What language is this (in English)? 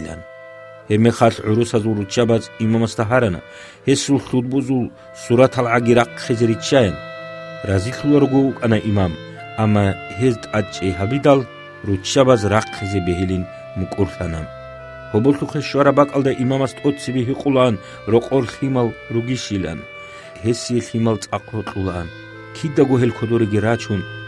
Avaric